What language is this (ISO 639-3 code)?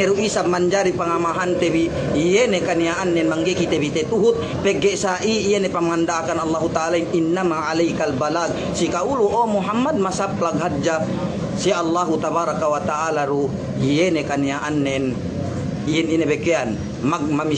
yka